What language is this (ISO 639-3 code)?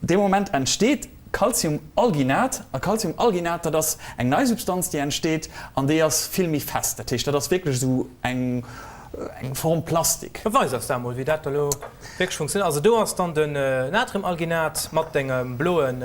ltz